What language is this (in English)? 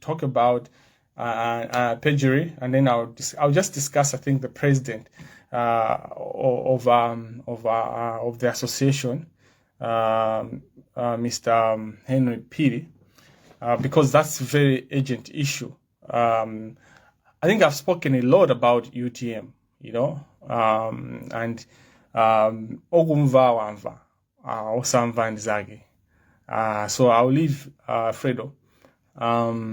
Nyanja